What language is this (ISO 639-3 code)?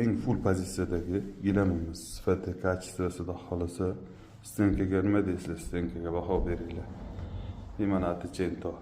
uzb